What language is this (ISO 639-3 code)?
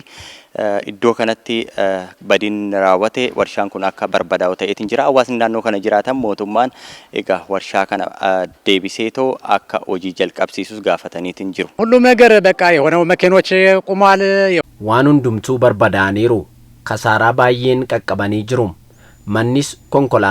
orm